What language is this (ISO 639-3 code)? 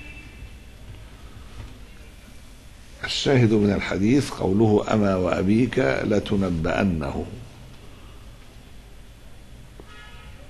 ara